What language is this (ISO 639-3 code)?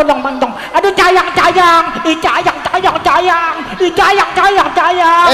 bew